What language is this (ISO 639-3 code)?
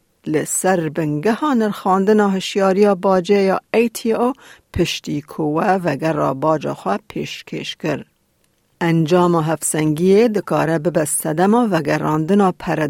kur